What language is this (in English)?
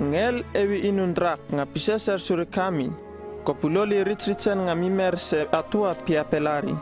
Uripiv-Wala-Rano-Atchin